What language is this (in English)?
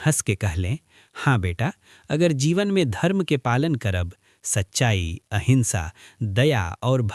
Bhojpuri